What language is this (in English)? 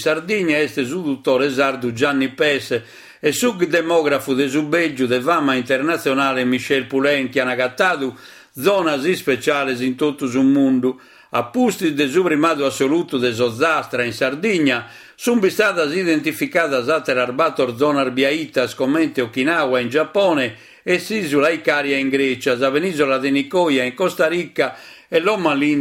Sardinian